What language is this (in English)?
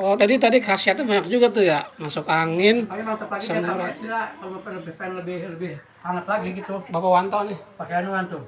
Betawi